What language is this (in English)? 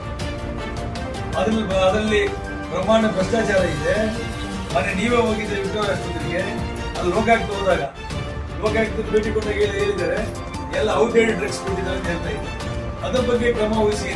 Kannada